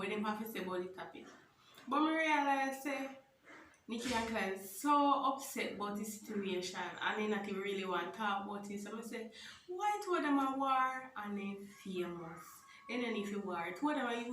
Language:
Jamaican Creole English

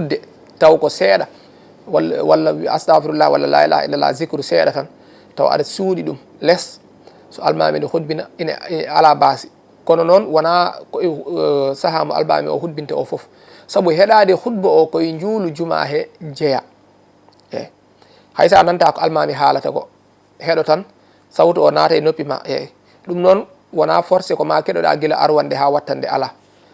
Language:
Fula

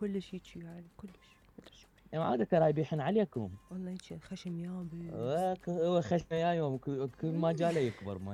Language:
Mesopotamian Arabic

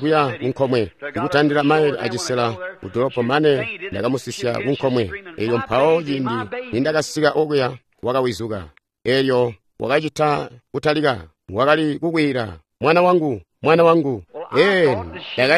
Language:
Tonga (Zambia)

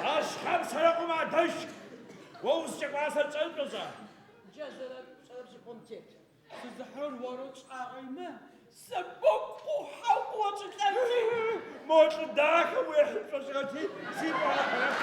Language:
Adyghe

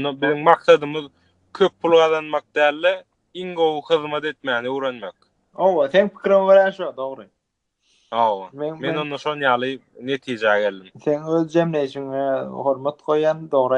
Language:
Turkmen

